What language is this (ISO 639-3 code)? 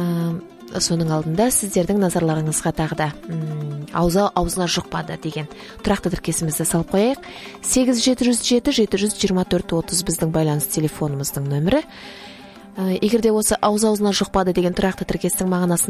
kaz